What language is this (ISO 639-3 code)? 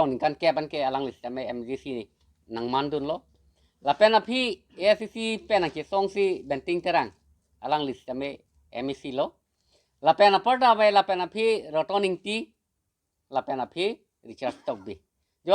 mjw